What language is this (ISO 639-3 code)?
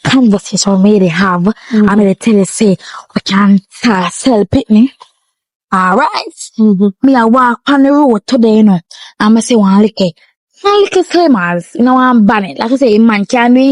jam